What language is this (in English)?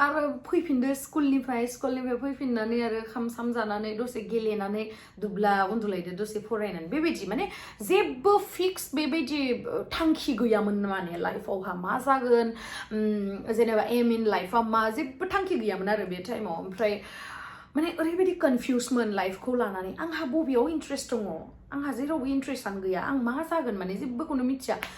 Bodo